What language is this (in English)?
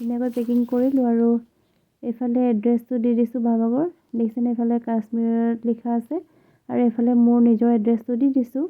Assamese